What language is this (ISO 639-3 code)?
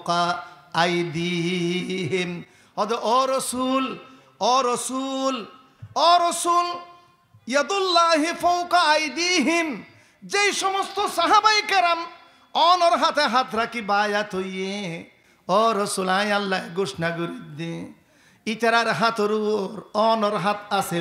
rhg